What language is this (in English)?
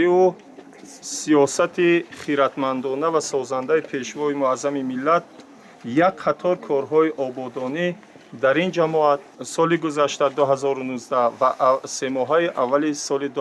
Tajik